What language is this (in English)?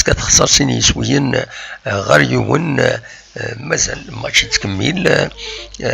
Kabyle